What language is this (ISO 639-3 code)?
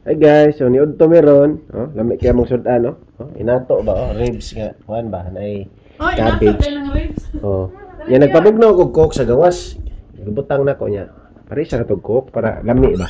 ceb